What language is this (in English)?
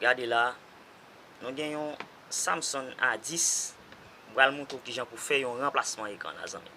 Haitian Creole